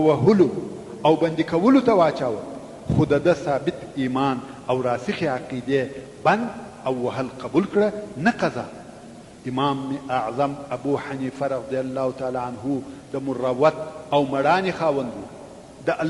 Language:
Pashto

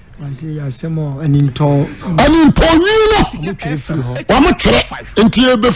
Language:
Akan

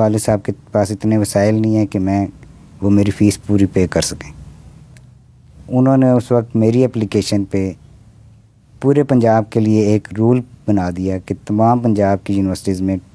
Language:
Urdu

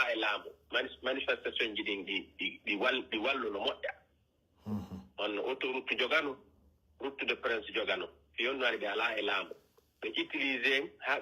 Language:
Pular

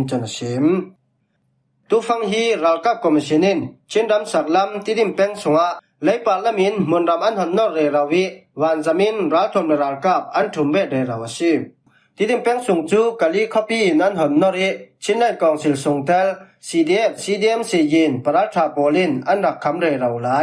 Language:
Falam Chin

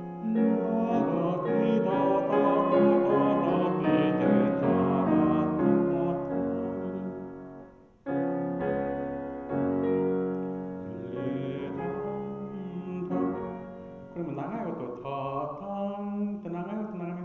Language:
Japanese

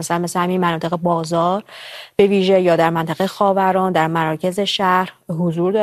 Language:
Persian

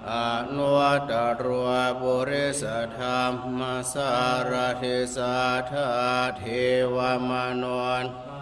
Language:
Pali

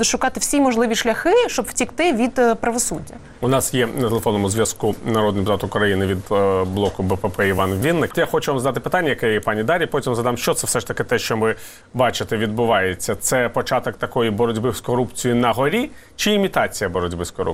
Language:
Ukrainian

